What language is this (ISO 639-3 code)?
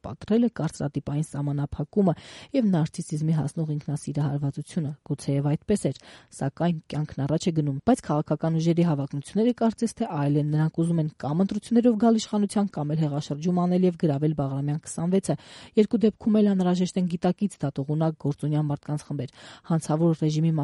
hye